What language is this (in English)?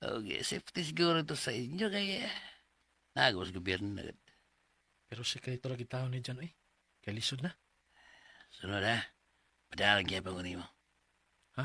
Cebuano